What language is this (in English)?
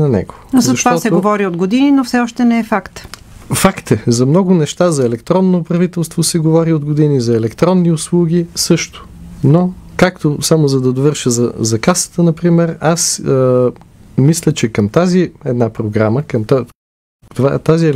Bulgarian